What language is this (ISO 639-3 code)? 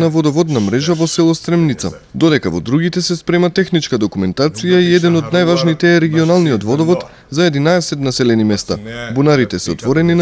mkd